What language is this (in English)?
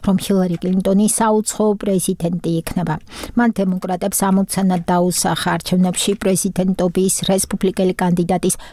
Georgian